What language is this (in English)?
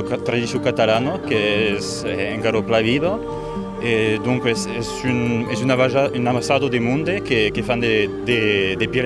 Occitan